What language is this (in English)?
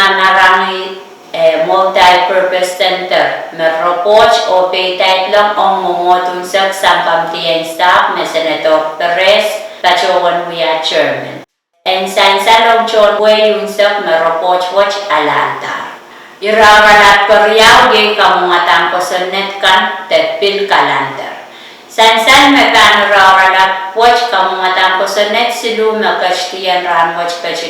Pohnpeian